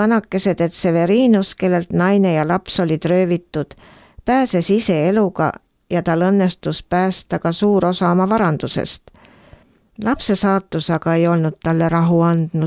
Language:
Estonian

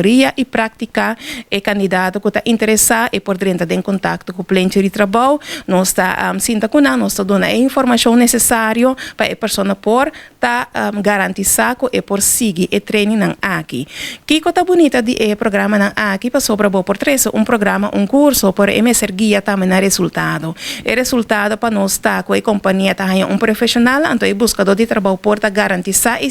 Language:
Papiamento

